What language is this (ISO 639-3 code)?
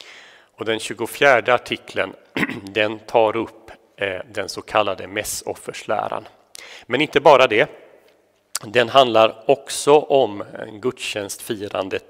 swe